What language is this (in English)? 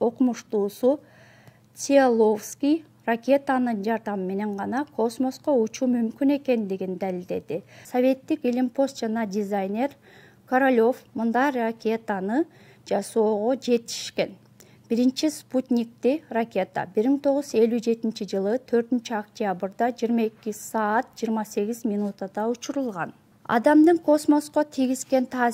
Kyrgyz